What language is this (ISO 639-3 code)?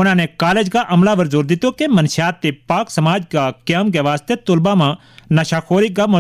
gju